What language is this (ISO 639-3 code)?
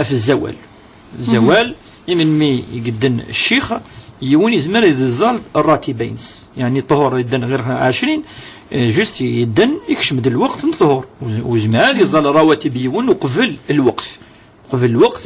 kab